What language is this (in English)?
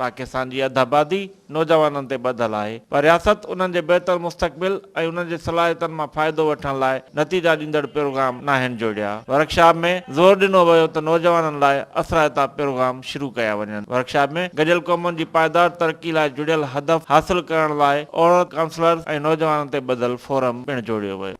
Sindhi